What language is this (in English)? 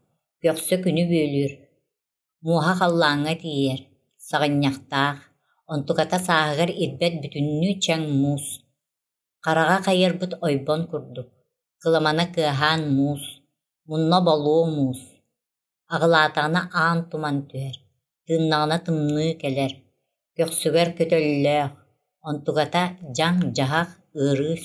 Yakut